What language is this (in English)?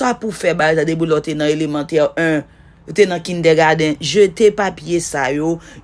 Haitian Creole